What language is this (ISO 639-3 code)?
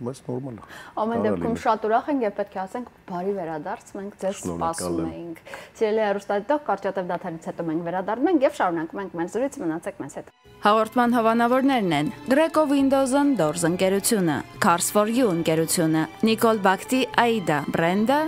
hye